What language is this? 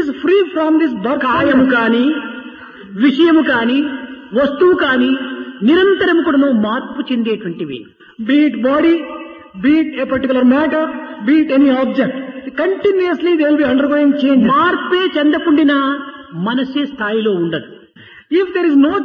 Telugu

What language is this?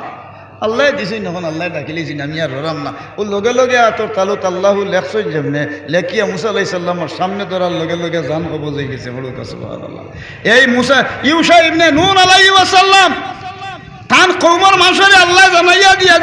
Sylheti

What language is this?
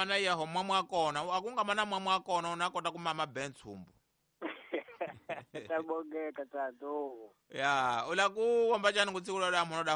Tsonga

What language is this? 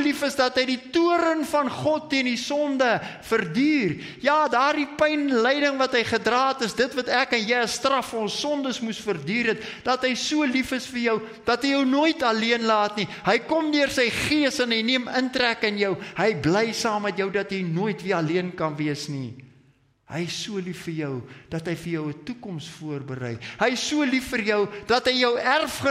Afrikaans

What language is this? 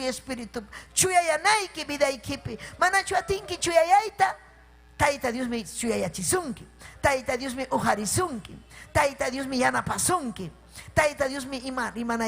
Ayacucho Quechua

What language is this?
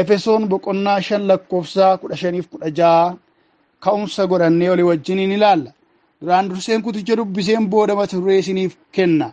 Oromo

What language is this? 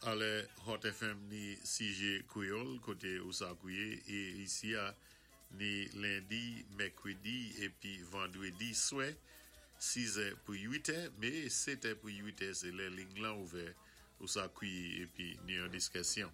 Saint Lucian Creole French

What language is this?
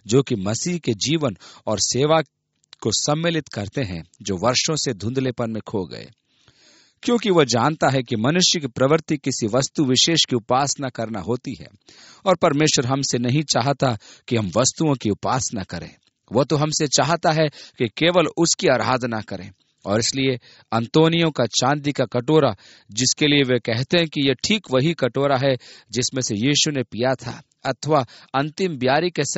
Hindi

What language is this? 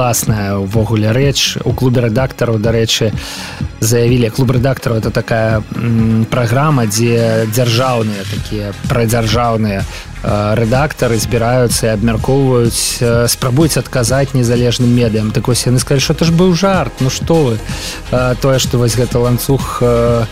Belarusian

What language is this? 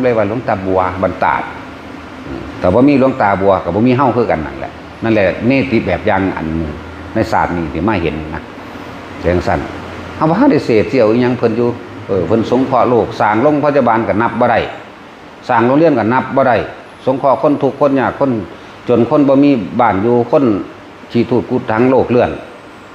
Northeastern Thai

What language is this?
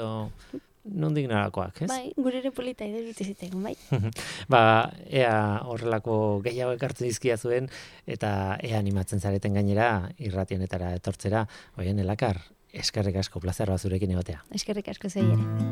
Basque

